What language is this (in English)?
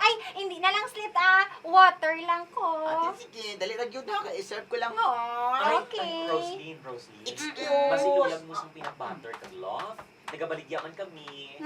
Hiligaynon